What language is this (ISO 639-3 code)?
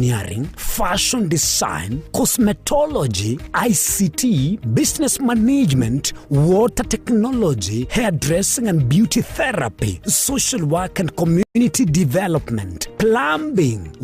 guz